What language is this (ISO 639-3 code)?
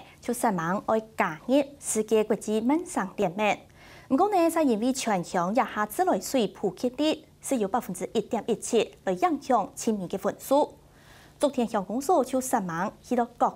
hak